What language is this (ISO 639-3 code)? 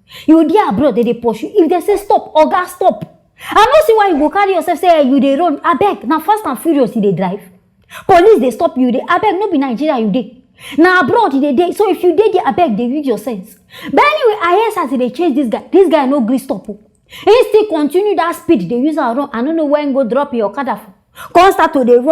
pcm